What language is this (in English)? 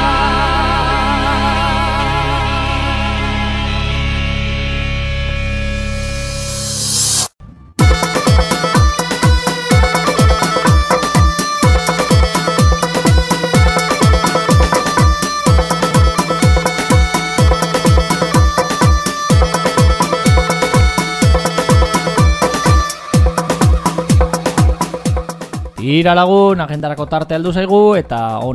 Basque